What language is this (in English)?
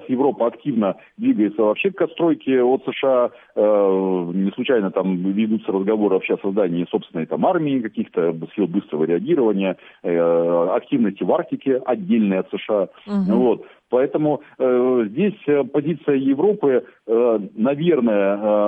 Russian